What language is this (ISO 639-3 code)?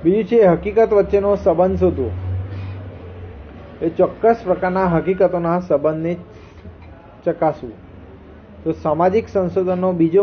guj